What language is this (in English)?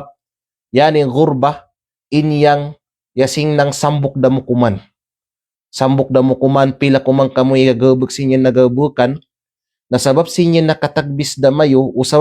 Kalagan